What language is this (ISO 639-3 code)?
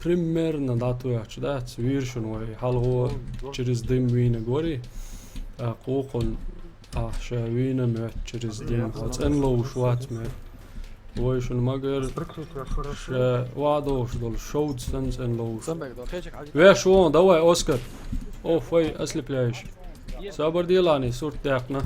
che